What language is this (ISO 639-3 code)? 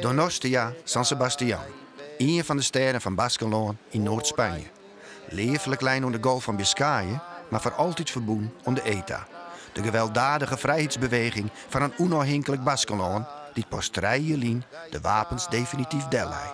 fry